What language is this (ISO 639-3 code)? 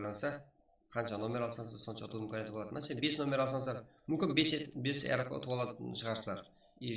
kaa